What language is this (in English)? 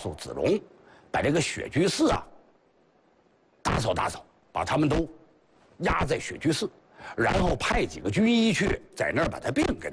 Chinese